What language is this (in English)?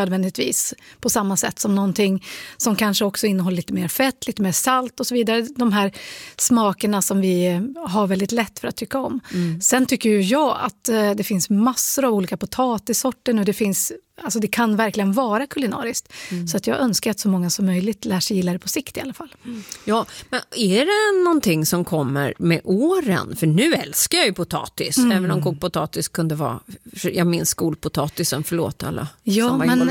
Swedish